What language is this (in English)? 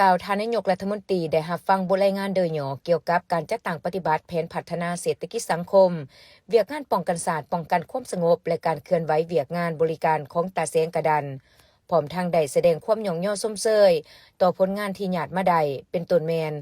Lao